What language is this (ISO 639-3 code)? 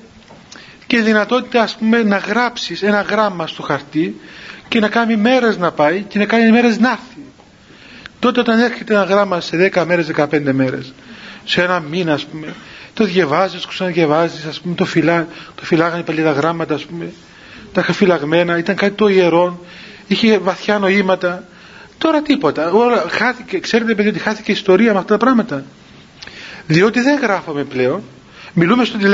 ell